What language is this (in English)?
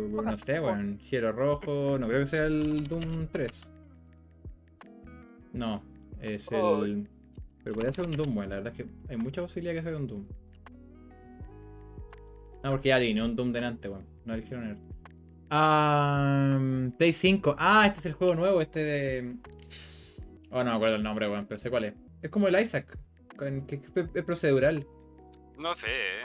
Spanish